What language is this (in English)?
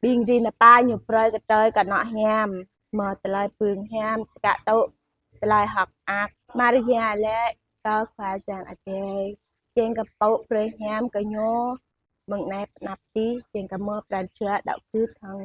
Jarai